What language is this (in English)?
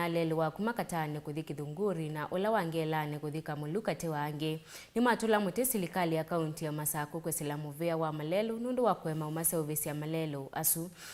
Kamba